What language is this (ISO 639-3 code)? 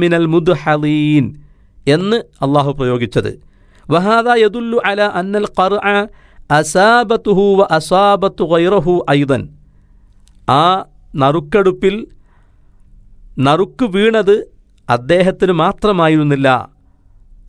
mal